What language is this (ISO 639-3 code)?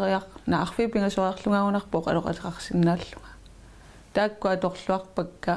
kal